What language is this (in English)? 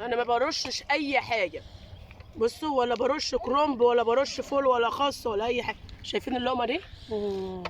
Egyptian Arabic